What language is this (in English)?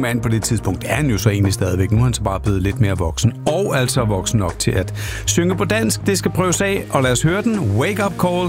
Danish